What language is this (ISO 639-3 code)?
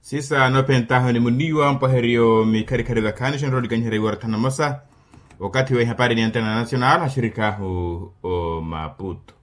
vmw